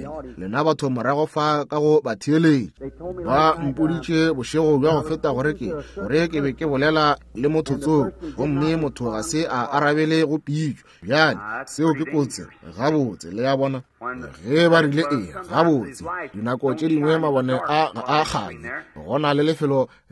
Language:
Northern Sotho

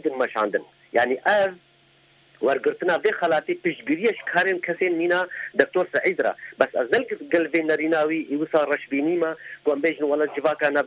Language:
Kurdish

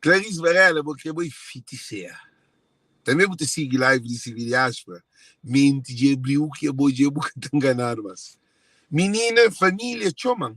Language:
Kabuverdianu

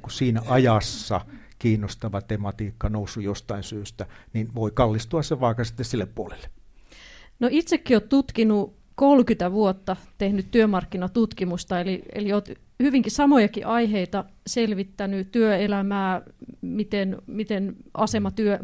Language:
Finnish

